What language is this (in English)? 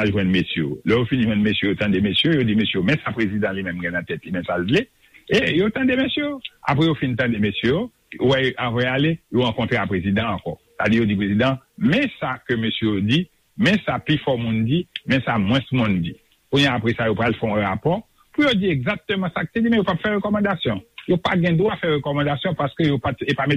Haitian Creole